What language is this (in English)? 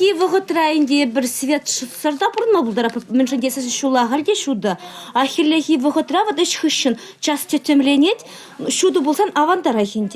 Chuvash